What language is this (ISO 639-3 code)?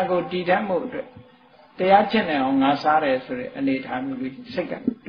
mya